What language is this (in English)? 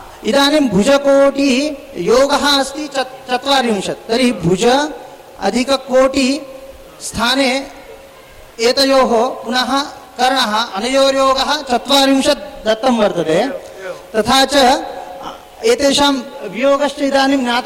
Sanskrit